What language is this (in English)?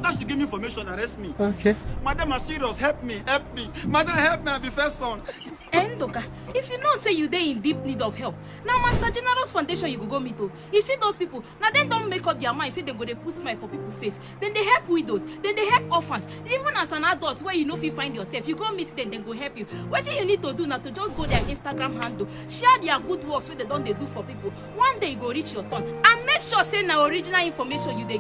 Nigerian Pidgin